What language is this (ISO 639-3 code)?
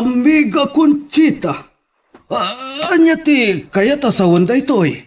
ilo